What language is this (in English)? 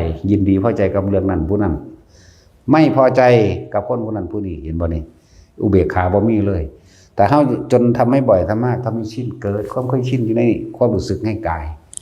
Northeastern Thai